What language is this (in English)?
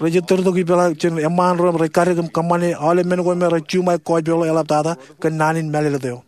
Marshallese